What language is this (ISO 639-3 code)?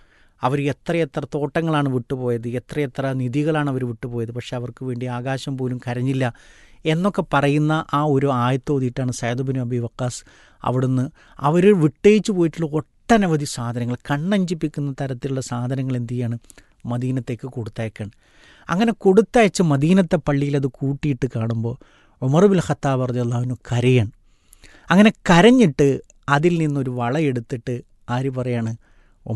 mal